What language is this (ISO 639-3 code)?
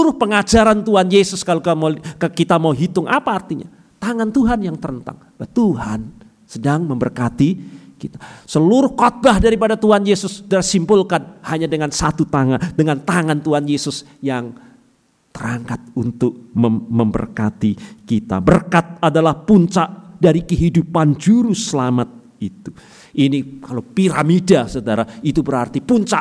ind